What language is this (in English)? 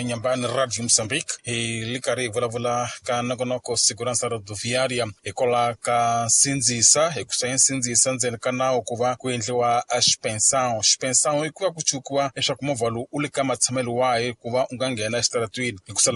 Tsonga